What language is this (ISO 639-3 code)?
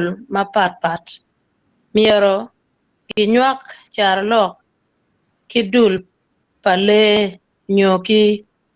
ach